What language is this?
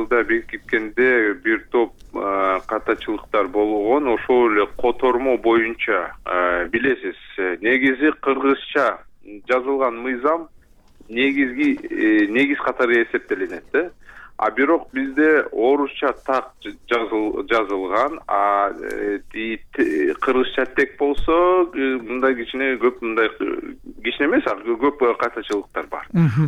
Kyrgyz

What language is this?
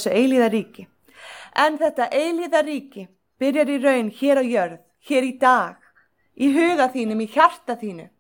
Icelandic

